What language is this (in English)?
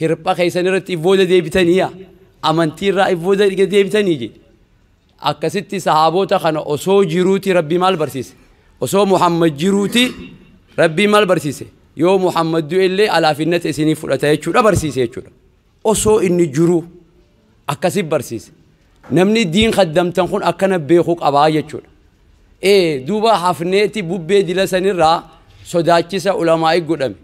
Oromo